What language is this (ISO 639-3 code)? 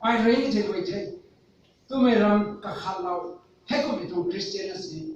nbu